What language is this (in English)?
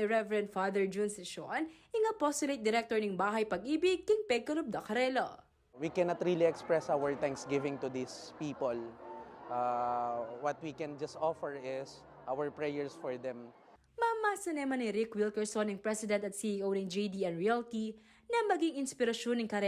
Pampanga